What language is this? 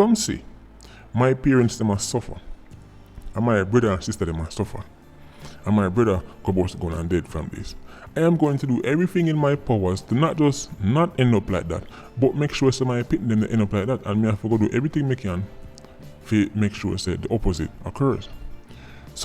Jamaican Creole English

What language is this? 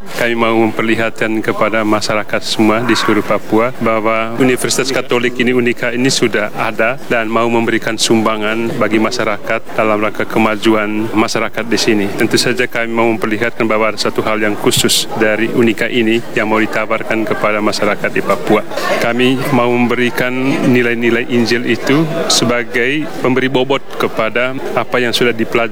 Indonesian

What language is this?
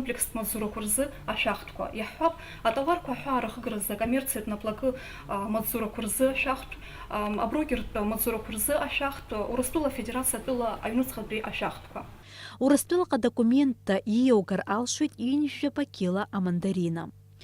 Abkhazian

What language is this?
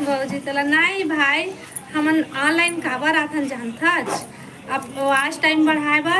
Chhattisgarhi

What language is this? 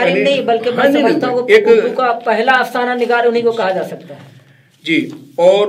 Urdu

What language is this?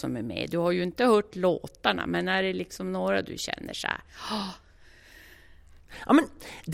Swedish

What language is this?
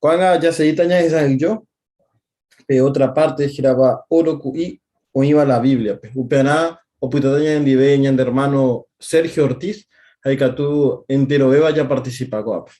Guarani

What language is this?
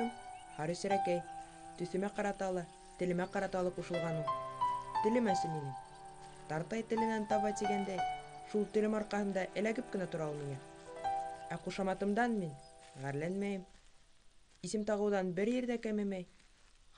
Bashkir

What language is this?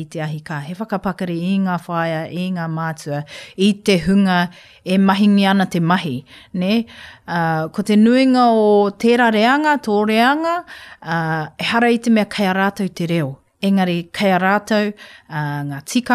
Māori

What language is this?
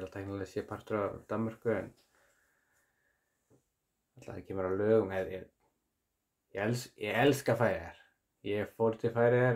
Icelandic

